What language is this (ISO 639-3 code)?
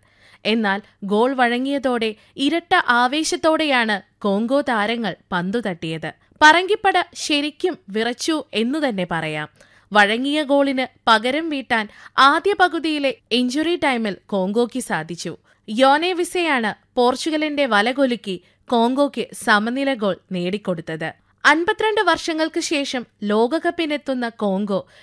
mal